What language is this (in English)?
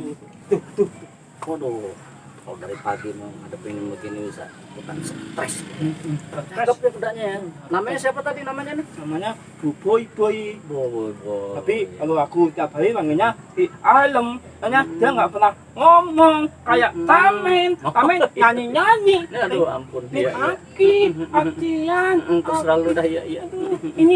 Betawi